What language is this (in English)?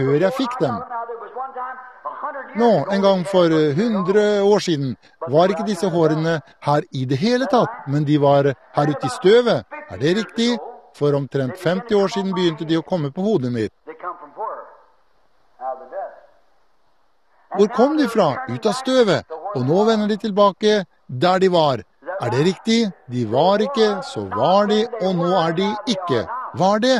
Norwegian